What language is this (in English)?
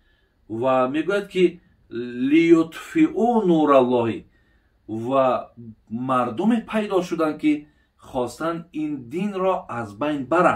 Tajik